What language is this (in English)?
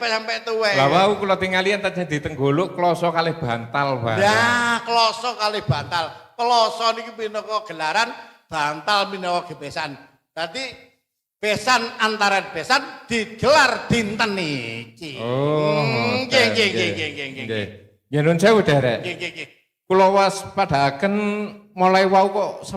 Javanese